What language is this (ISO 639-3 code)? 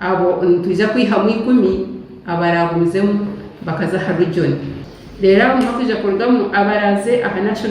nyn